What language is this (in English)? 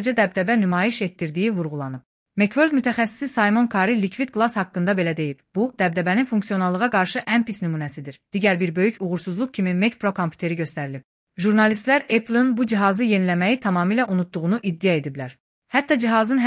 Azerbaijani